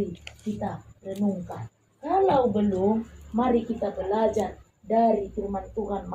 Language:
Batak Toba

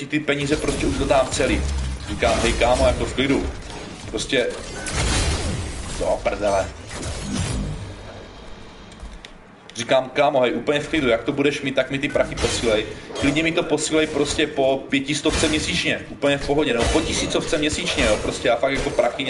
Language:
Czech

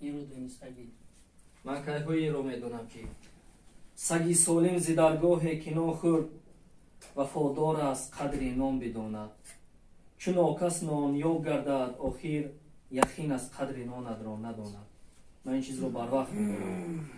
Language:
Tajik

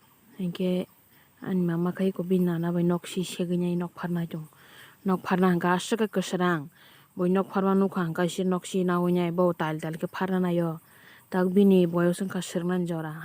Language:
Kok Borok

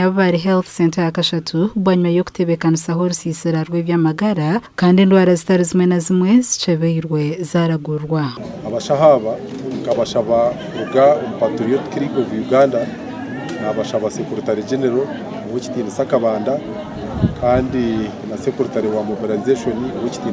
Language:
Nyankole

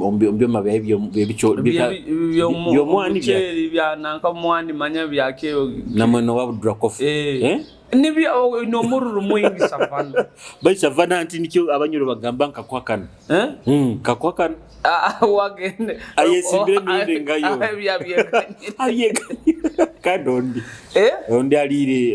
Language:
Nyoro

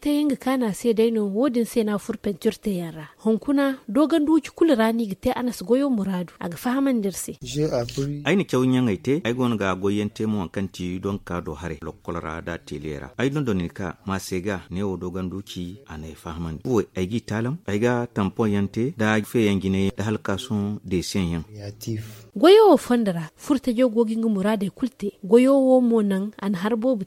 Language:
Zarma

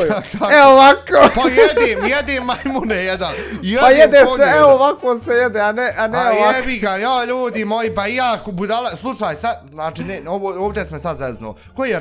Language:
Bosnian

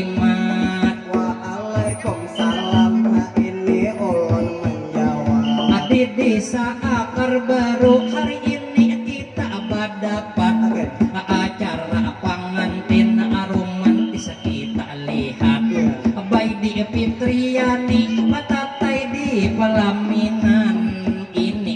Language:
Banjar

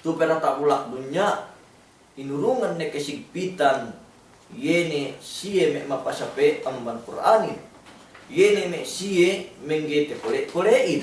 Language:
Yakan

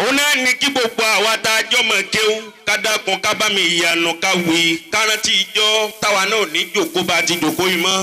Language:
Yoruba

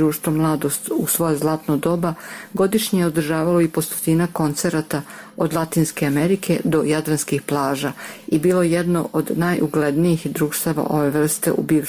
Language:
Serbian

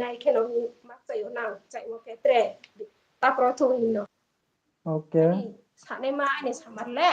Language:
Riang (India)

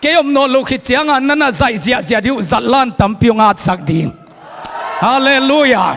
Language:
Tedim Chin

